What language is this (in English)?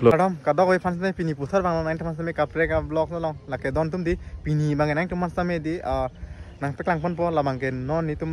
Karbi